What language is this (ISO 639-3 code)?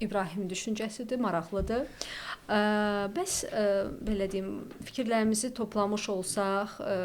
aze